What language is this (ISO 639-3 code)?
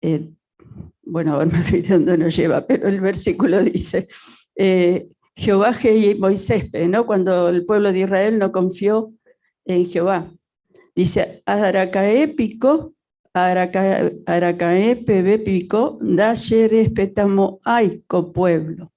grn